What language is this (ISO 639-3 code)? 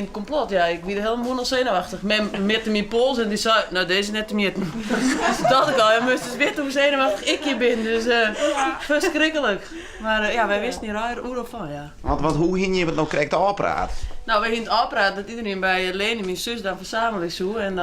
fry